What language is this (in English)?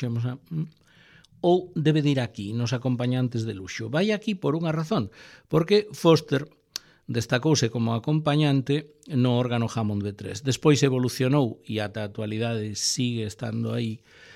Galician